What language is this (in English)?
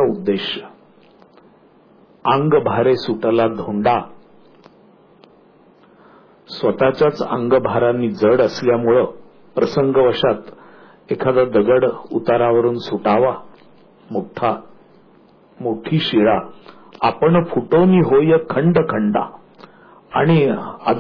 Marathi